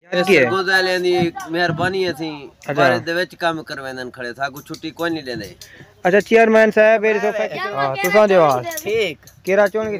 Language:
Saraiki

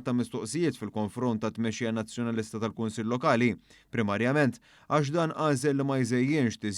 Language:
Maltese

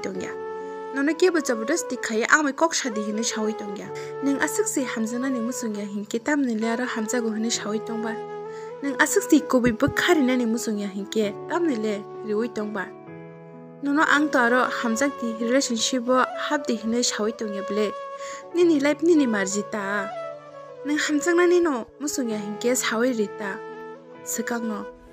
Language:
Kok Borok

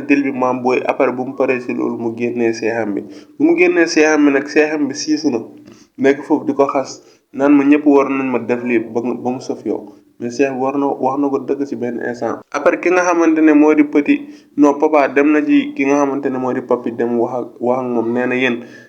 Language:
Wolof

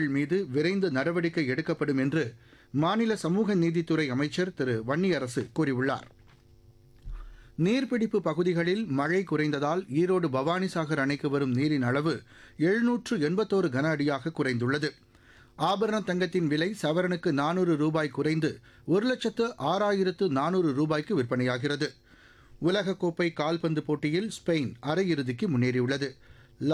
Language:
Tamil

